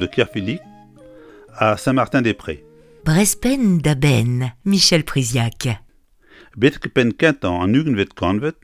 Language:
Breton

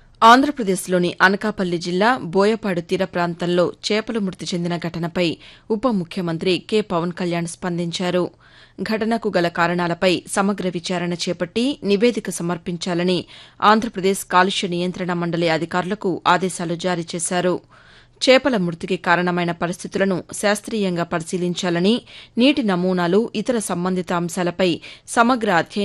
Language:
Telugu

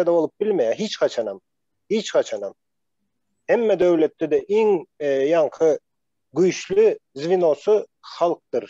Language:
Turkmen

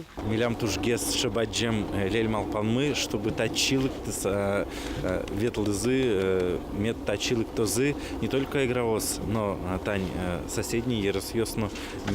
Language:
Udmurt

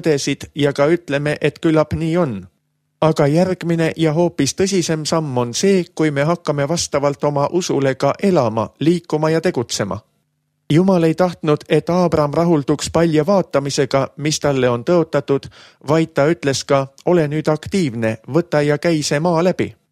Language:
Estonian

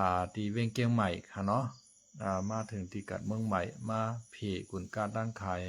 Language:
Shan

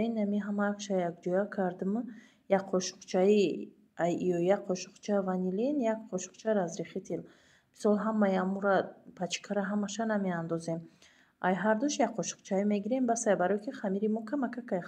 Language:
Tajik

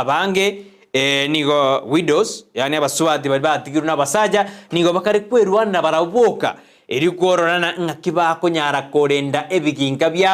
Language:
Gusii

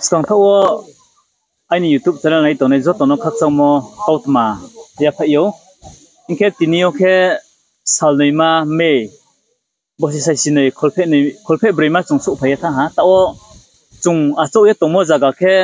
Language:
Riang (India)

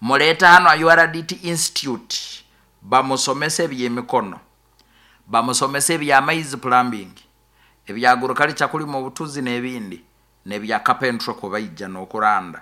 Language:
Nyoro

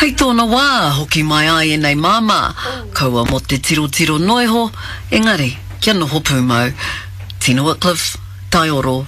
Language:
Māori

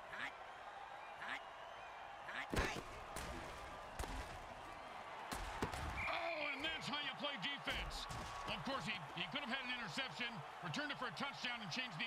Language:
English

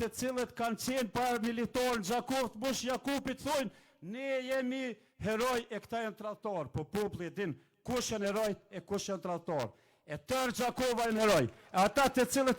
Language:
Albanian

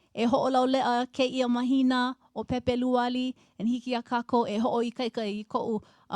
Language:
Hawaiian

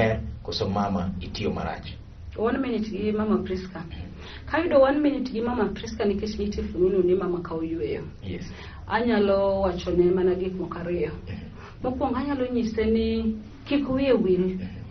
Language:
Luo (Kenya and Tanzania)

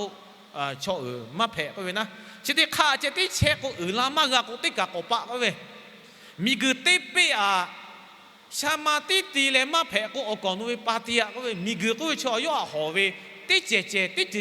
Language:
Lahu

